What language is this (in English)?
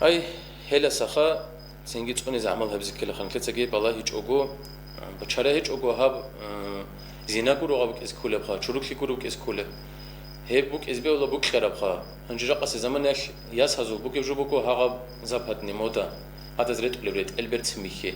Avaric